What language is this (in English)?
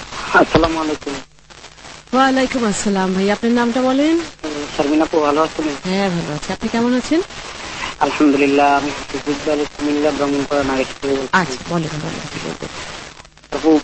Bangla